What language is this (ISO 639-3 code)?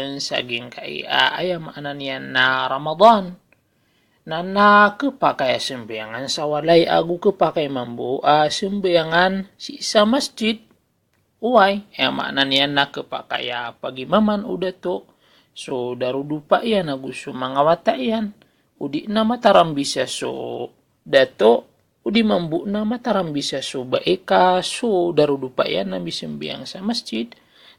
mrw